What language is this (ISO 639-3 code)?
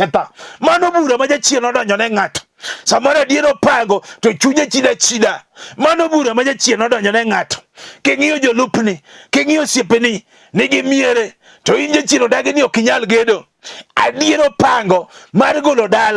luo